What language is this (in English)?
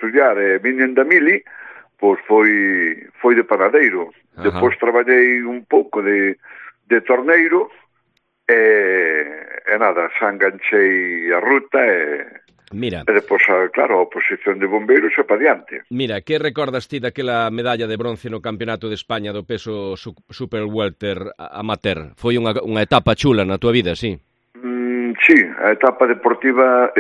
Galician